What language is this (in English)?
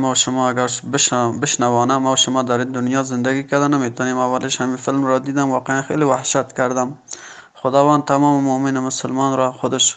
Tajik